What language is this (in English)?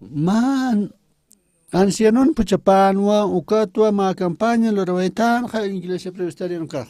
Aymara